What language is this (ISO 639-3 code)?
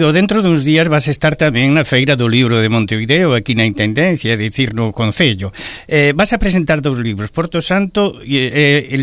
glg